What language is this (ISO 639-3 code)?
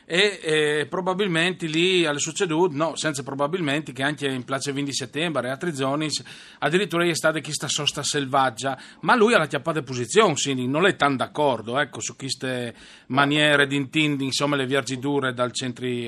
fur